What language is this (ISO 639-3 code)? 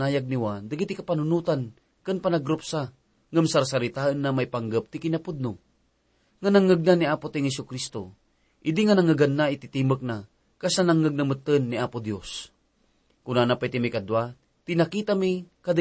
ilo